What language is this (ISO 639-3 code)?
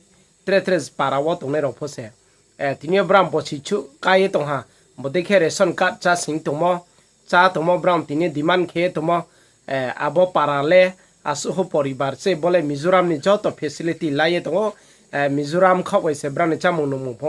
ria